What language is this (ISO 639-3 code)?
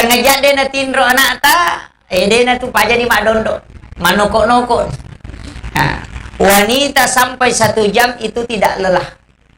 bug